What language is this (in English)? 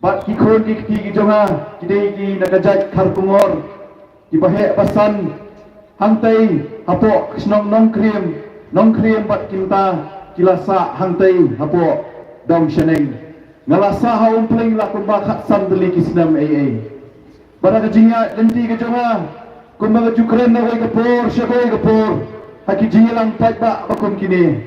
Khasi